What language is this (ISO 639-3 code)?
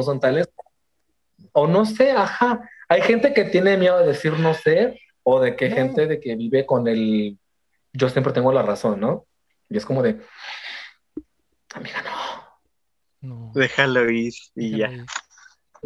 spa